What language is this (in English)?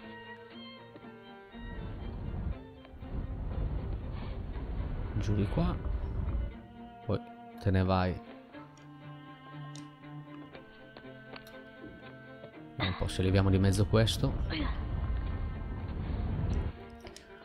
Italian